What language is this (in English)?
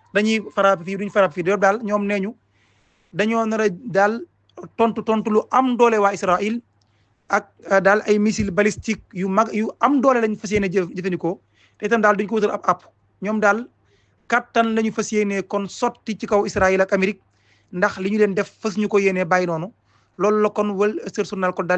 Wolof